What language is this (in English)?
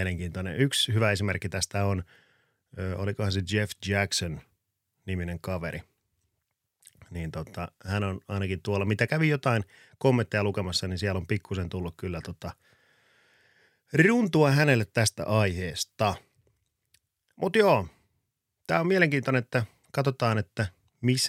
Finnish